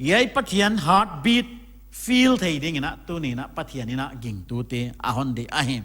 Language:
Paite Chin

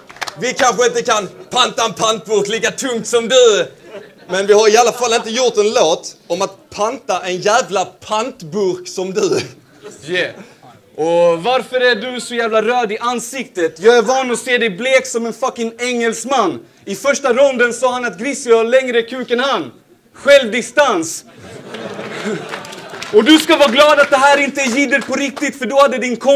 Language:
Swedish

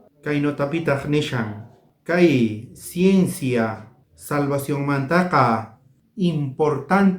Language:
South Bolivian Quechua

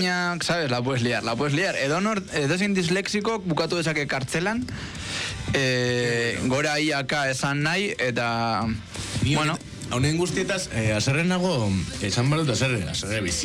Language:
Basque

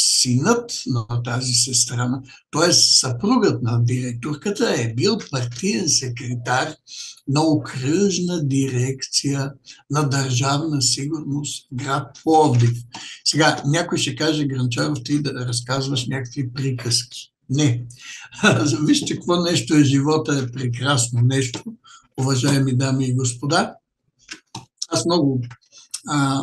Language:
Bulgarian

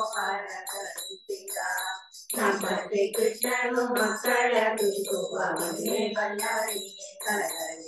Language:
Kannada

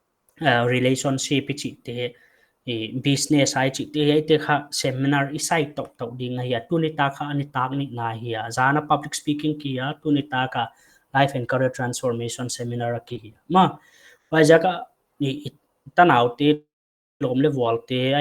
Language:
Paite Chin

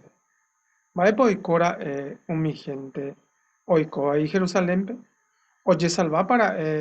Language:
Guarani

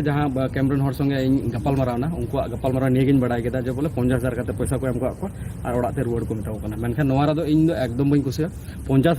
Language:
Santali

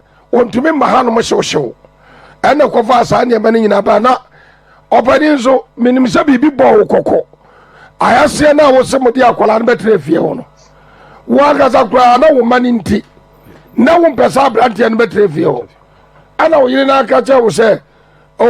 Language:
Akan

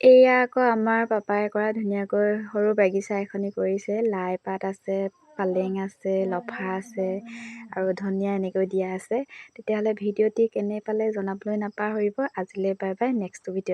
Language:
Assamese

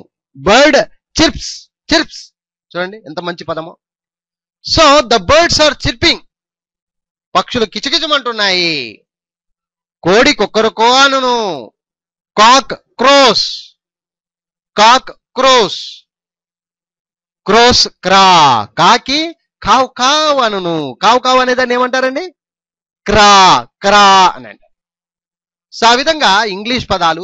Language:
Telugu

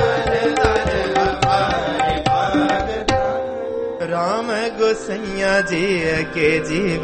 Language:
Hindi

